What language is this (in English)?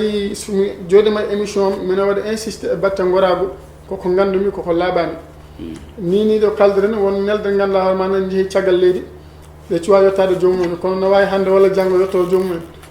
Fula